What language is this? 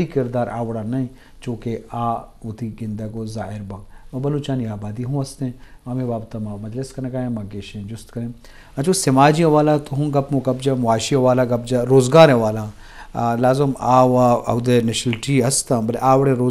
Eastern Balochi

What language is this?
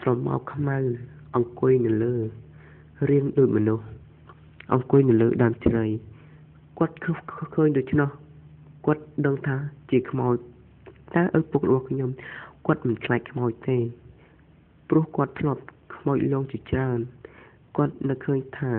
Khmer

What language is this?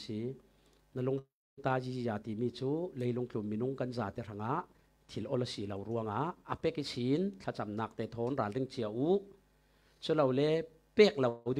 Falam Chin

